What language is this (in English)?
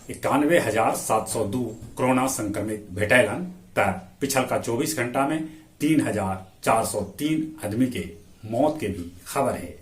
Magahi